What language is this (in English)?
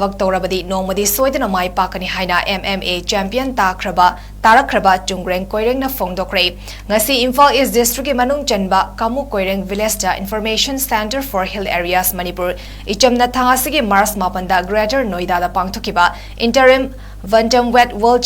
Manipuri